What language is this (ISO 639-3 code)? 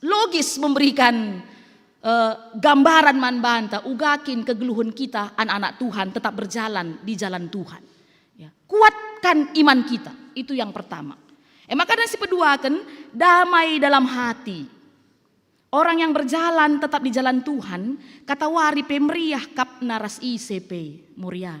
btx